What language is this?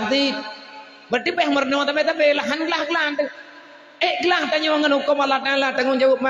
Achinese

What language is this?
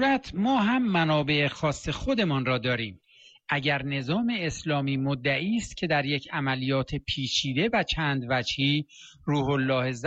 Persian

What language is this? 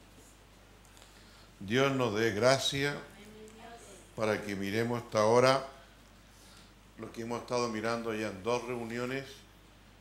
Spanish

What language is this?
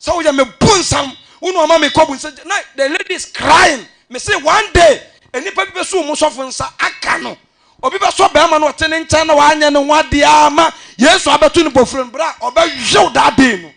Akan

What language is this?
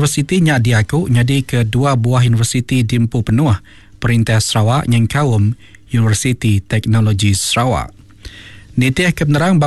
Iban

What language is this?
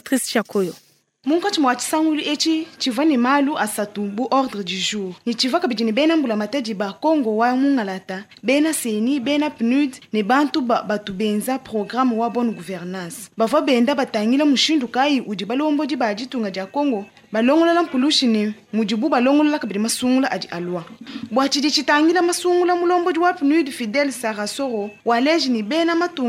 Luba-Lulua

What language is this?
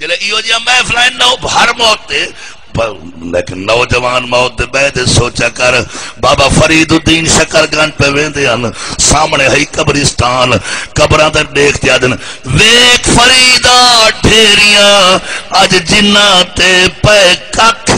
Saraiki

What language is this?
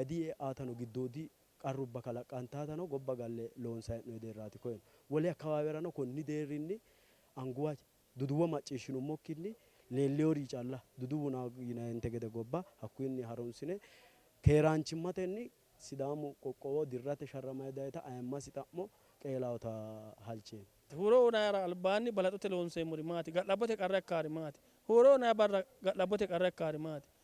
Sidamo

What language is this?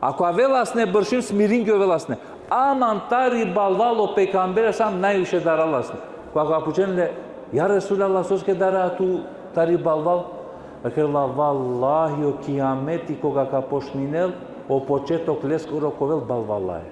Balkan Romani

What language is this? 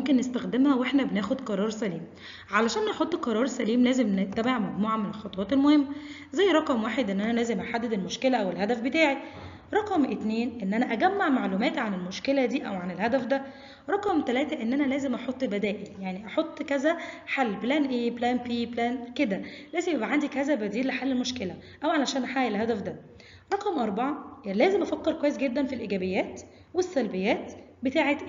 Egyptian Arabic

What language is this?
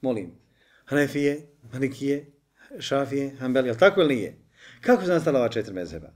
Bosnian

